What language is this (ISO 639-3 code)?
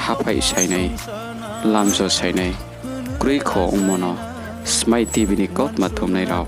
ria